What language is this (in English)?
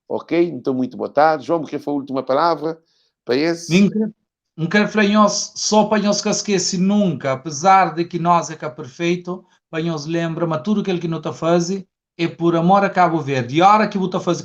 Kabuverdianu